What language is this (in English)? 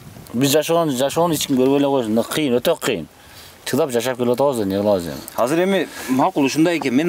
Kyrgyz